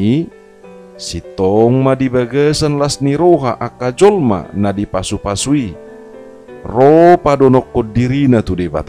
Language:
Batak Toba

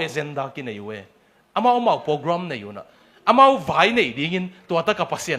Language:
Tedim Chin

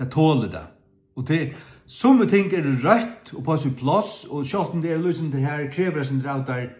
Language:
Faroese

